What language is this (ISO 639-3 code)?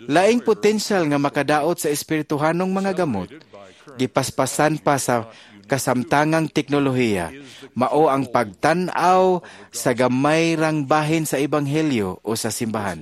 ceb